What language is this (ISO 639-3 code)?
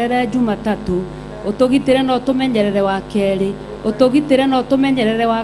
kik